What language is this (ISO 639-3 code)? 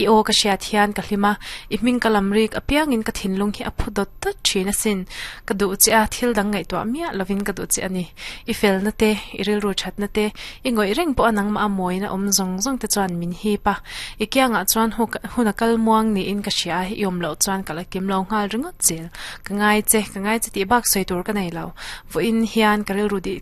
lus